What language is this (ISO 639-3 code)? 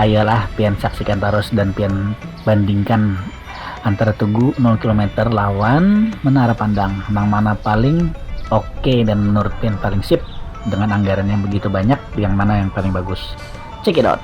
bjn